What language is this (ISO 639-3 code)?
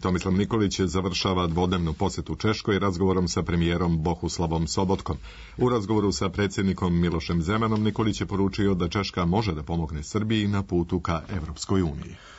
srp